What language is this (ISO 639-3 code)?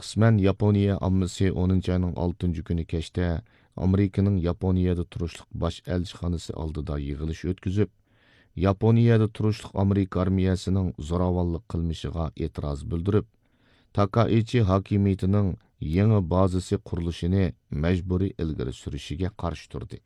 uig